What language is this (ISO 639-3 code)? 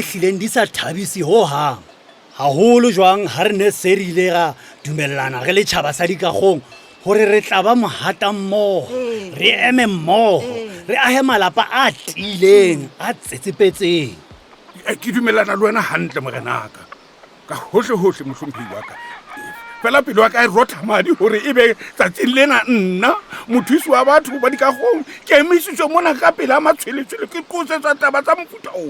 sot